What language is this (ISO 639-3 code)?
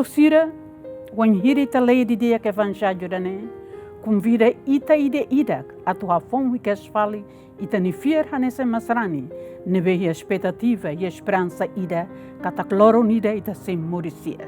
tet